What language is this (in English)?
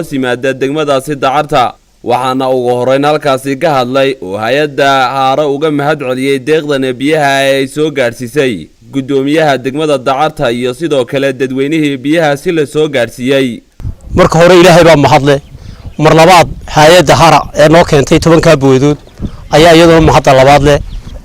Somali